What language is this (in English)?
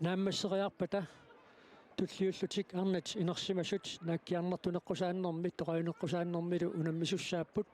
Kalaallisut